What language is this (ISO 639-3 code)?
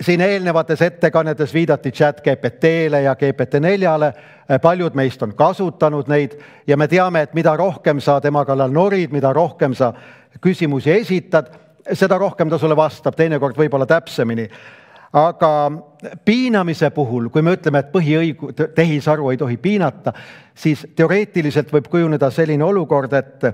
est